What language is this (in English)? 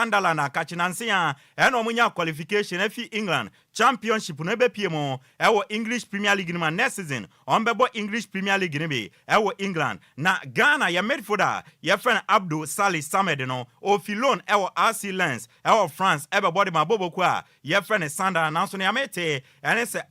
Akan